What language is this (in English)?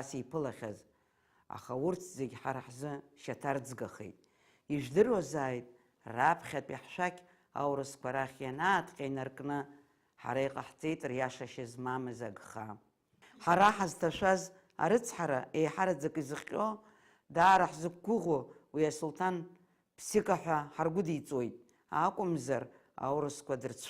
Abkhazian